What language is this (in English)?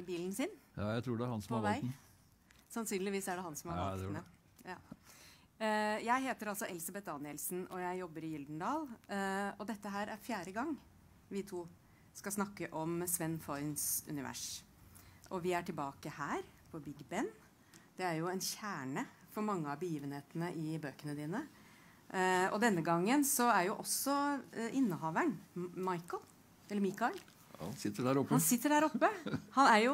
Norwegian